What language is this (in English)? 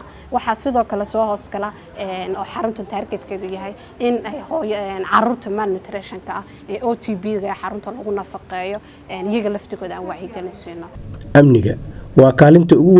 Somali